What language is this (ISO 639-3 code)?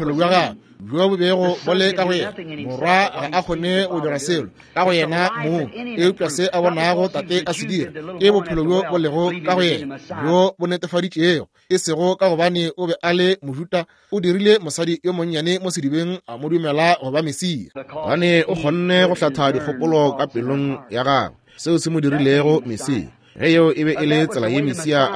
nso